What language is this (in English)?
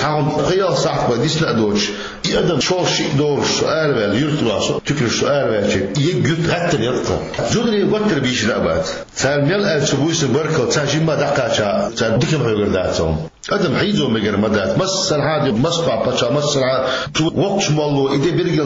Chechen